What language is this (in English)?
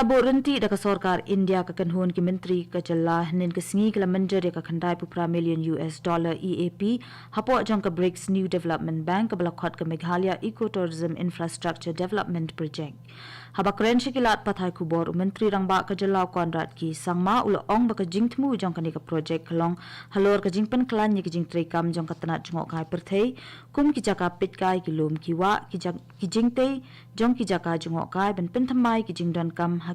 Khasi